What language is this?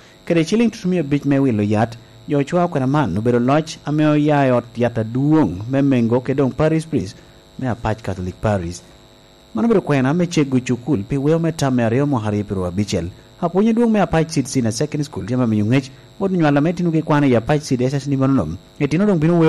Lango (Uganda)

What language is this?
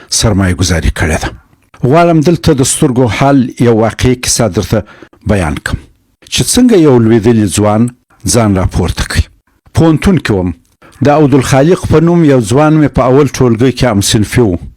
Pashto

